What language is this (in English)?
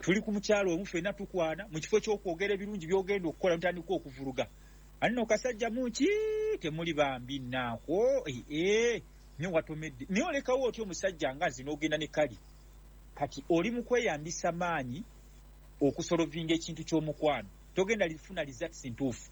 Ganda